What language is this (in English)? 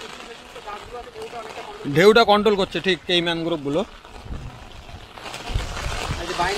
Bangla